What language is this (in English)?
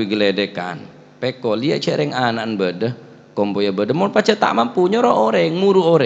Madurese